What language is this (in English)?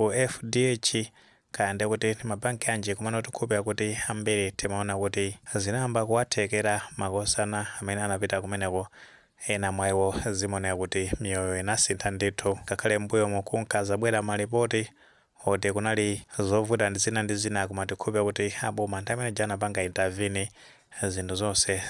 Nyanja